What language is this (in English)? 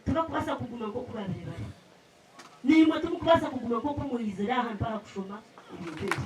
Nyankole